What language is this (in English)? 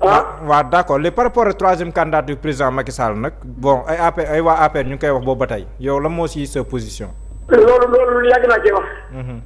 Wolof